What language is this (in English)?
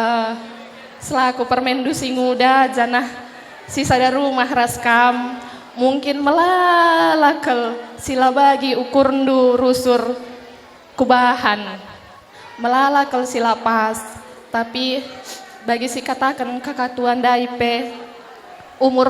Batak Karo